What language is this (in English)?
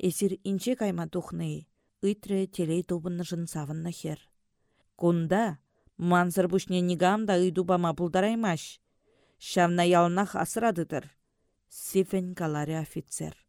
Chuvash